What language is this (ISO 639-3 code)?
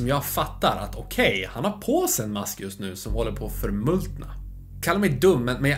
swe